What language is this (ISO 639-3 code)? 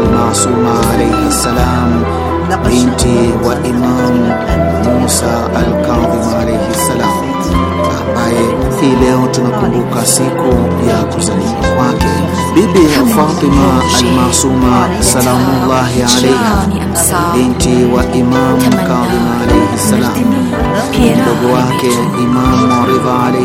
swa